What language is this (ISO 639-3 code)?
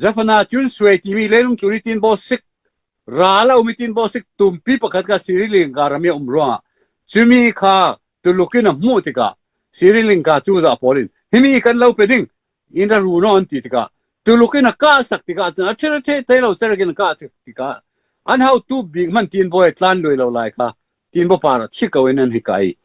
cfm